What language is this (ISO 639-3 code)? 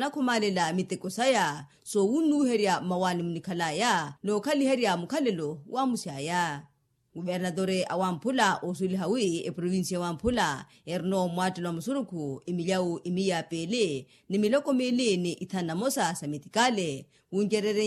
vmw